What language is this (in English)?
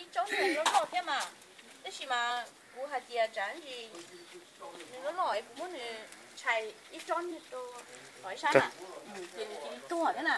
Hmong